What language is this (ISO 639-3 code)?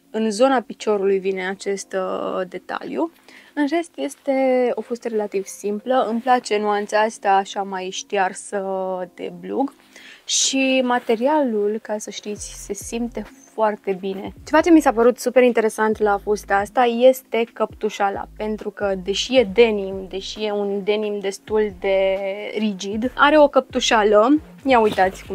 ron